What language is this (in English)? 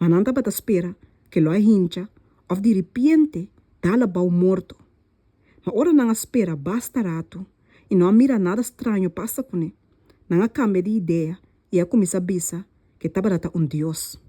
Papiamento